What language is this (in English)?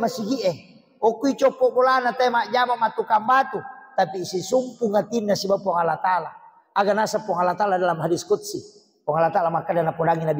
Buginese